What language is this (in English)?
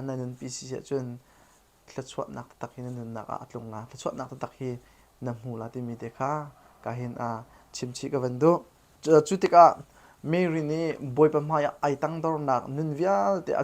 Hakha Chin